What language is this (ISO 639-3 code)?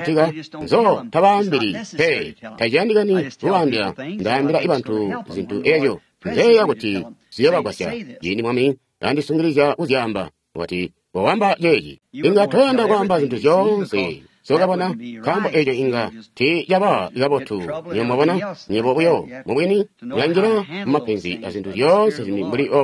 toi